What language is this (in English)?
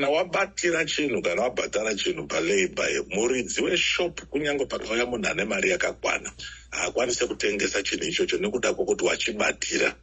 Shona